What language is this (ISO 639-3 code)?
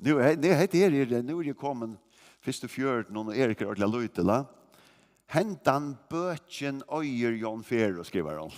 fao